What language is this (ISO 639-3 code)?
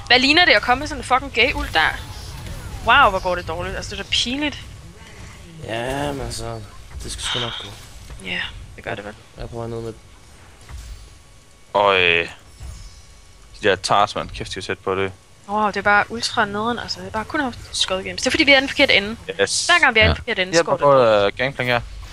dan